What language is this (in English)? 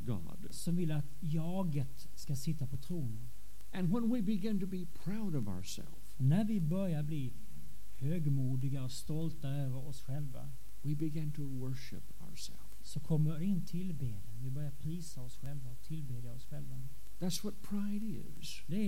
Swedish